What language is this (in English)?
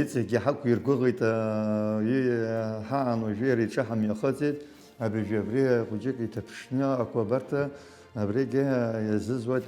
Abkhazian